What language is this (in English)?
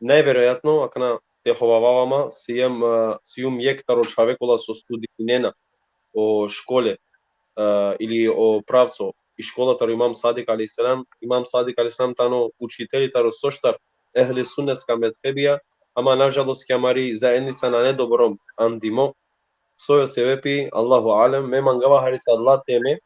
Balkan Romani